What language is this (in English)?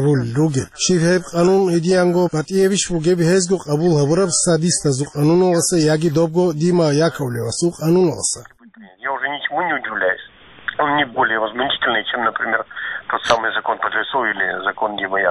Avaric